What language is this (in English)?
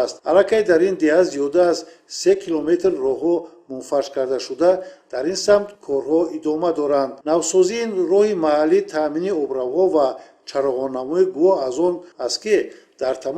Tajik